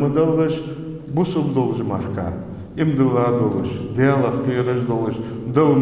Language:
Ingush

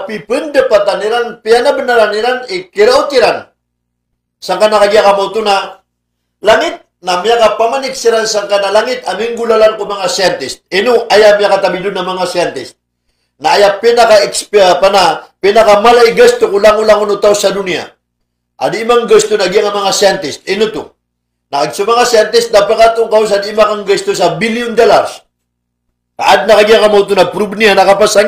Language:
Maranao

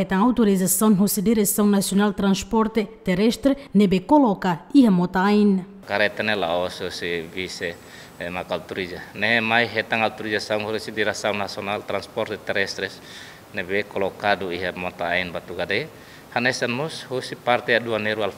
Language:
Tetum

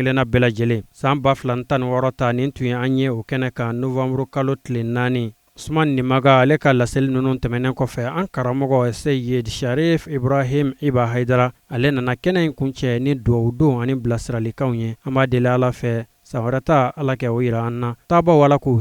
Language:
Bambara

